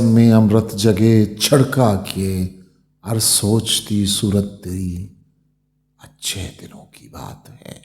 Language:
Eastern Balochi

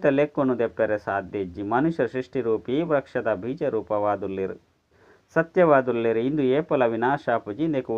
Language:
Tulu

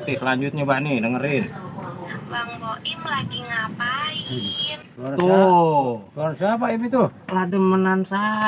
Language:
Betawi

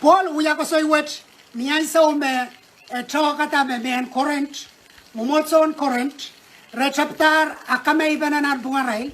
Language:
Pohnpeian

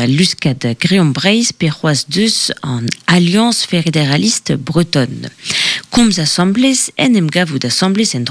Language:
Breton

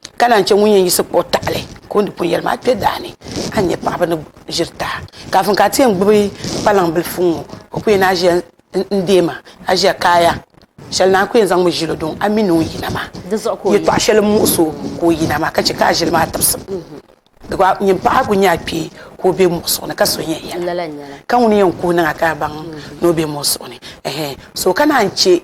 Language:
Dagbani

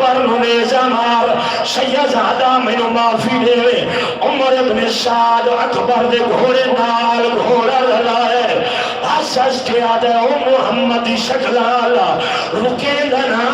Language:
Saraiki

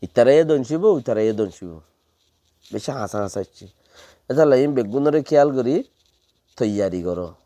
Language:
Rohingya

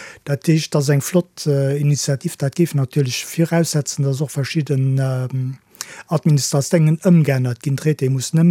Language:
Luxembourgish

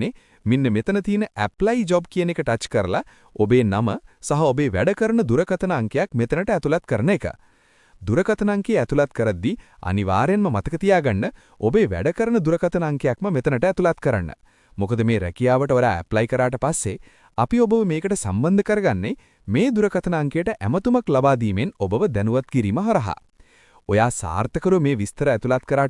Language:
Sinhala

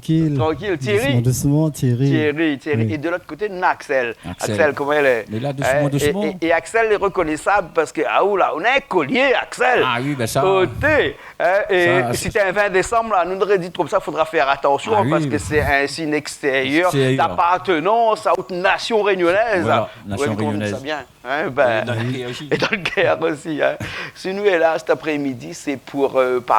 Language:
Réunion Creole French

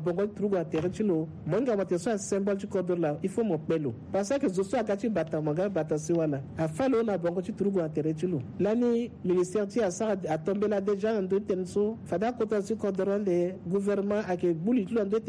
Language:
Sango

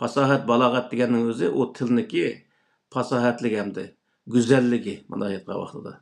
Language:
Uyghur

